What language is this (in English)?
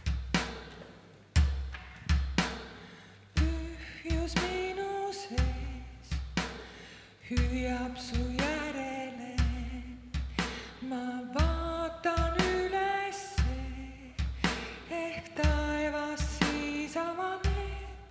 Estonian